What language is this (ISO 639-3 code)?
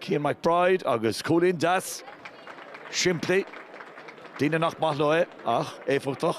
gle